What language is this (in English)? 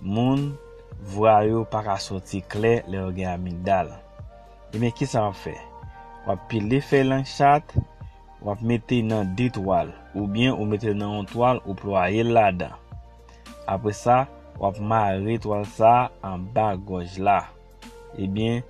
Haitian Creole